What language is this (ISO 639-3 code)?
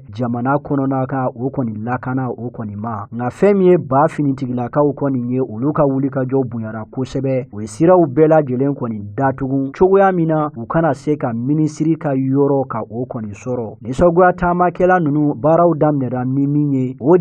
bam